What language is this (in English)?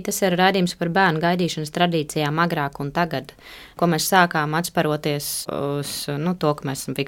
Latvian